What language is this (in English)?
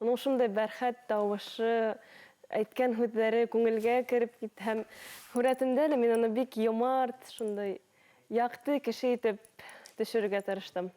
Bashkir